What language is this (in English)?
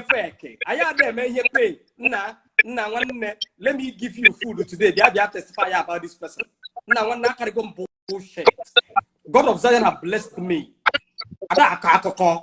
Igbo